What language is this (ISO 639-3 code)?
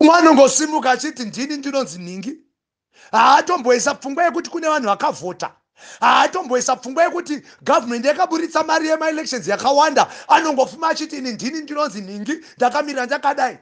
sna